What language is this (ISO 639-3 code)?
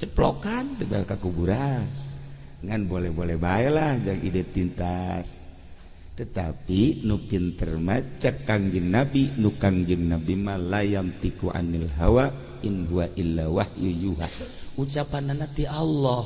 sun